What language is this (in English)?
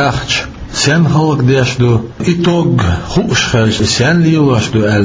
Chechen